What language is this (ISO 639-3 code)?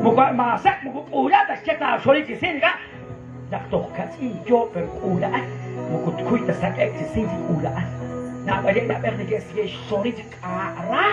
kek